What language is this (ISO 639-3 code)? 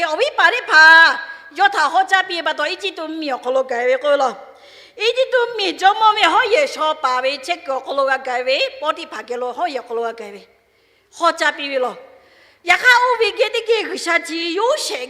lhu